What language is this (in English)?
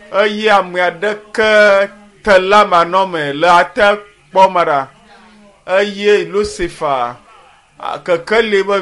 Ewe